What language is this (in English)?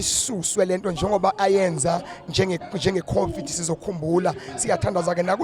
Zulu